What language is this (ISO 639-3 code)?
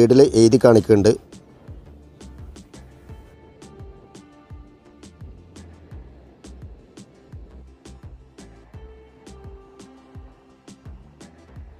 mal